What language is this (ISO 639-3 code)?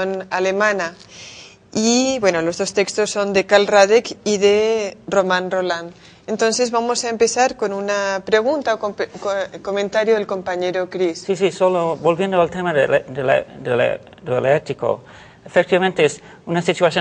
spa